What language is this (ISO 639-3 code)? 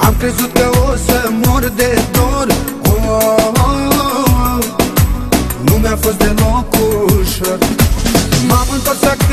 ron